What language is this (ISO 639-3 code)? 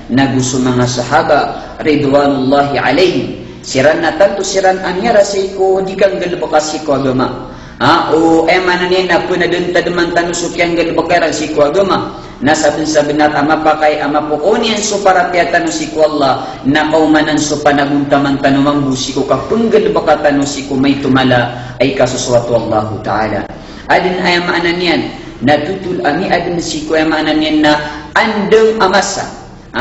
mrw